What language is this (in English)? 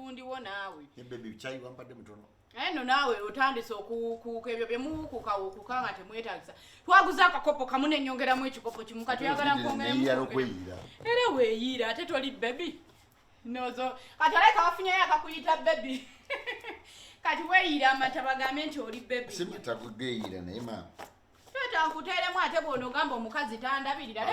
Ganda